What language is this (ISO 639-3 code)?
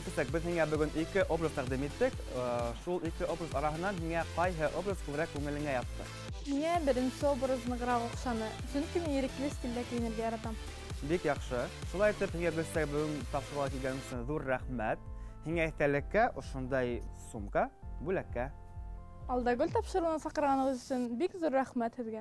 bak